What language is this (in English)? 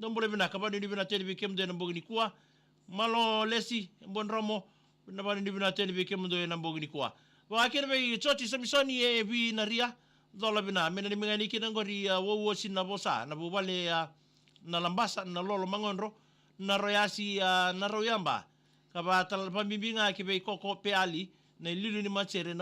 Fijian